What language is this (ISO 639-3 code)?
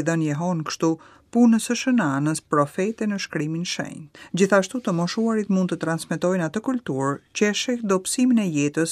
sqi